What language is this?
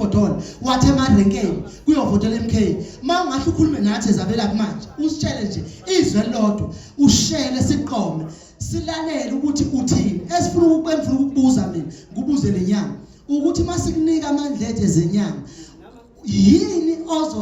Zulu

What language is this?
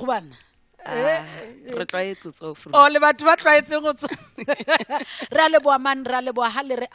Southern Sotho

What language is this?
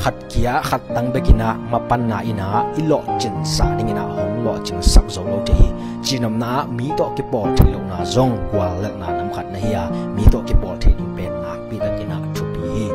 Tedim Chin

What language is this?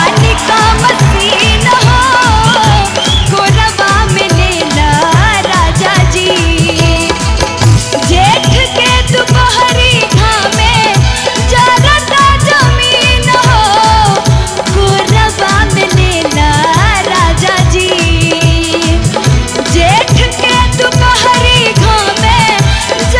Bhojpuri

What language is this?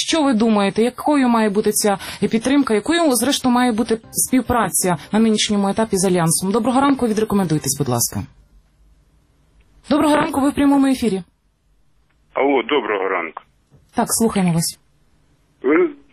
Ukrainian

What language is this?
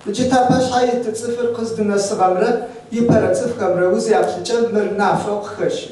Adyghe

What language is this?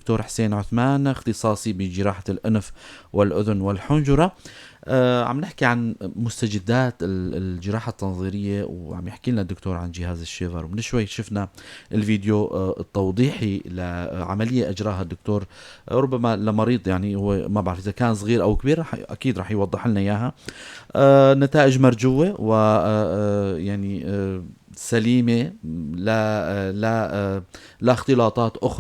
North Levantine Arabic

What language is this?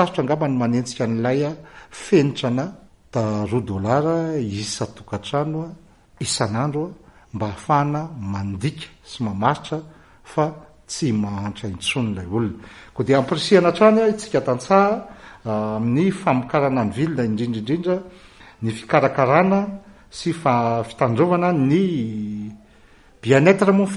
Malagasy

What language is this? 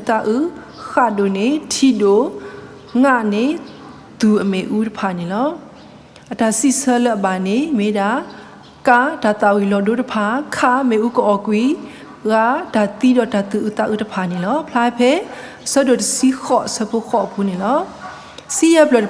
S'gaw Karen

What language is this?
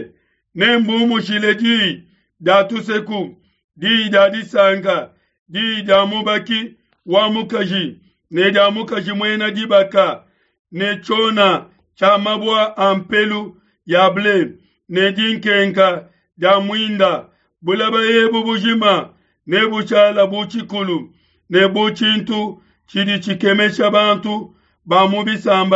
Luba-Lulua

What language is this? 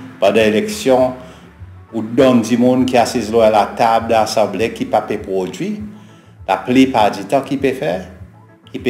Seselwa Creole French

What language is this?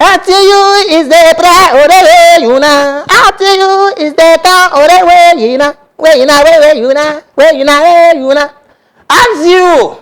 Dagbani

